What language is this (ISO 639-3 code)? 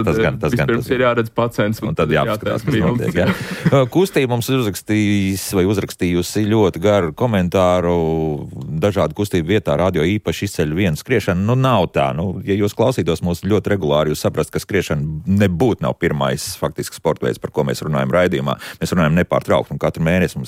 lav